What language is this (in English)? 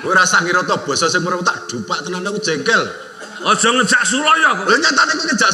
Javanese